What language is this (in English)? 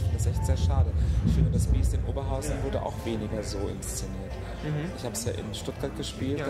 German